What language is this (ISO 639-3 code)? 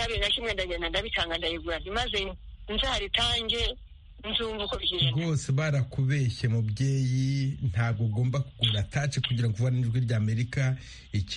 kin